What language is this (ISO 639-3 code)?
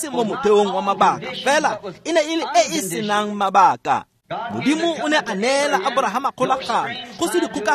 tsn